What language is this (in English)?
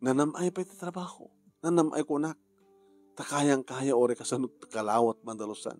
Iloko